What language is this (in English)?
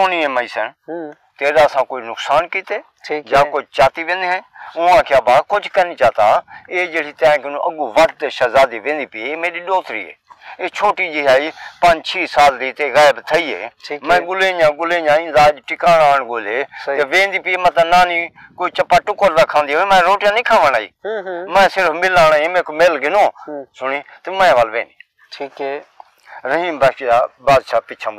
Saraiki